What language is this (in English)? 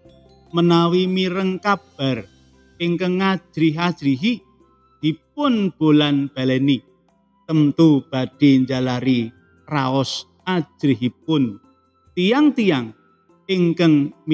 Javanese